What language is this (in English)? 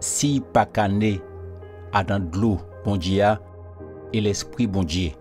Guadeloupean Creole French